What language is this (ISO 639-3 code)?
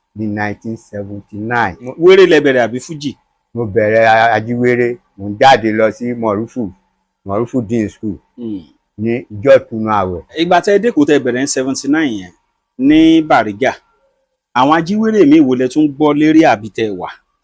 yor